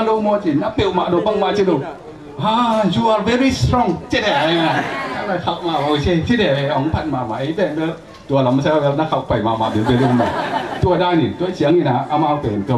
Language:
Tedim Chin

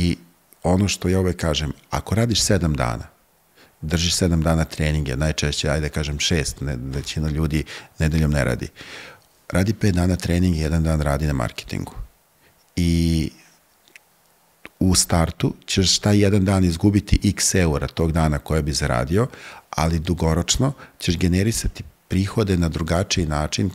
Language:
Serbian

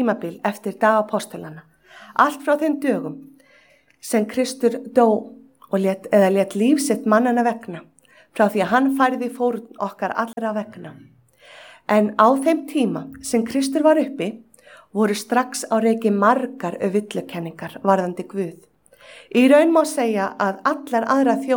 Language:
Icelandic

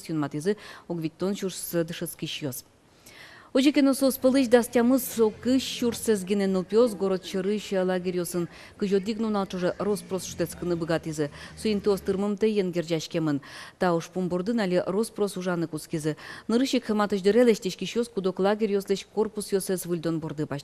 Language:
Udmurt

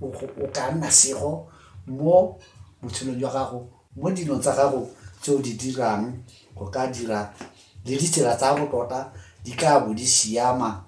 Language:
Tswana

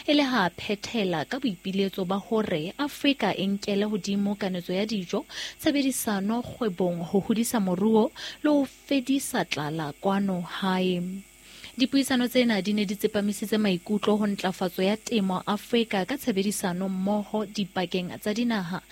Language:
Southern Sotho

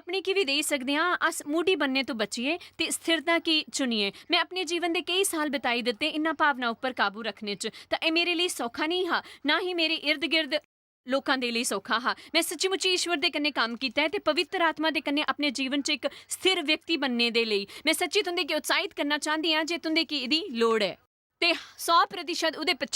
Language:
Dogri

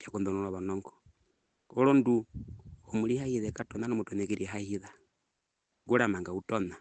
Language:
Herero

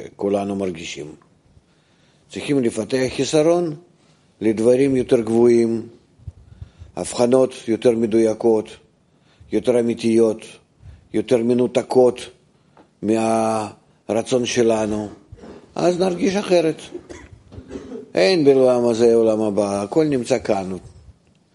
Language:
Hebrew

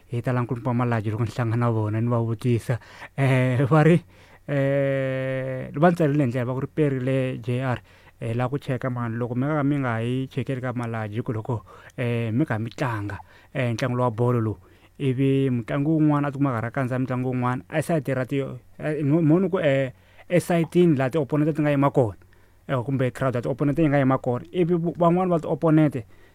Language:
Tsonga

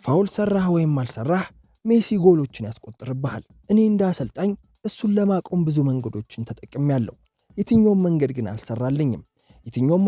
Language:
Amharic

